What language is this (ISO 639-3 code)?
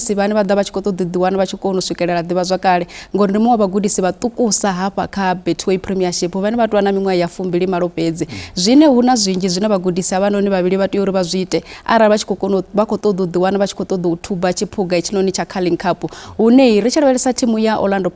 ven